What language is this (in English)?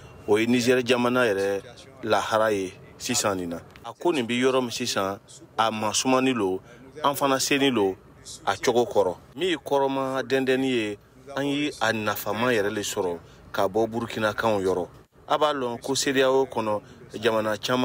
Bambara